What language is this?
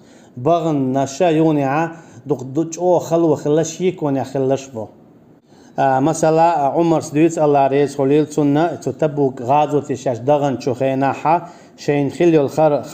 Chechen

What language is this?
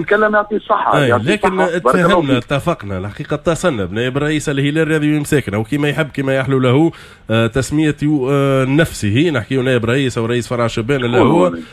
Tunisian Arabic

